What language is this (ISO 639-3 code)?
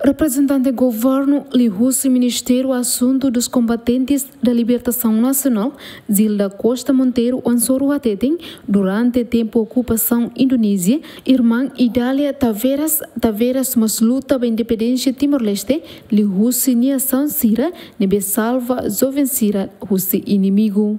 tet